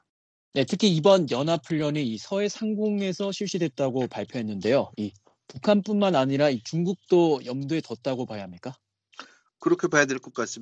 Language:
Korean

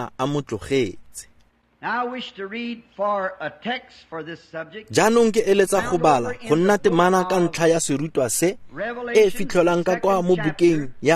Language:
Tswana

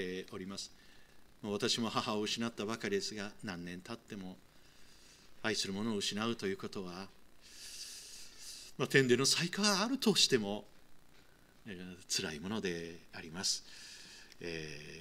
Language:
Japanese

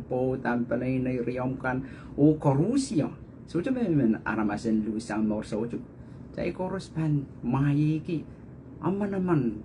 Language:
Pohnpeian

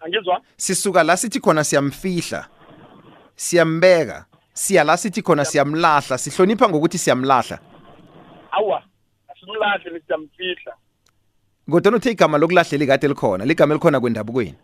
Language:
South Ndebele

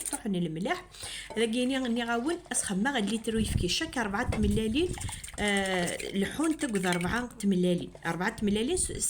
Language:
Kabyle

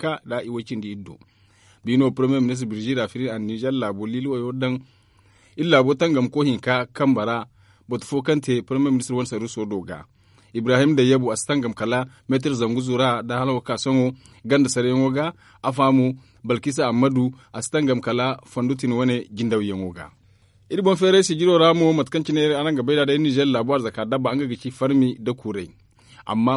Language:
Zarma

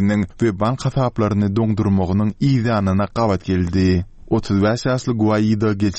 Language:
Turkmen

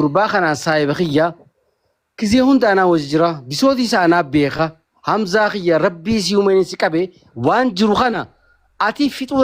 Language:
Oromo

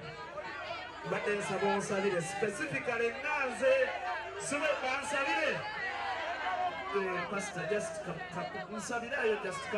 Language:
Ganda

